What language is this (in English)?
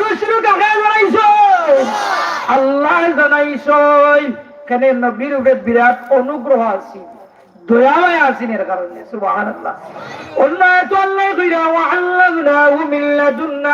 Sylheti